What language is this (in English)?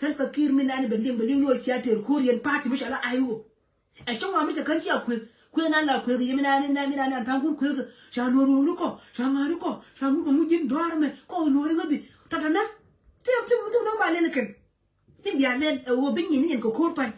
Nuer